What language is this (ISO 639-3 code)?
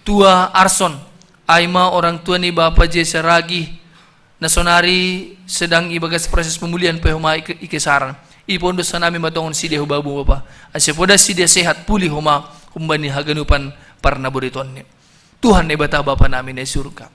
bts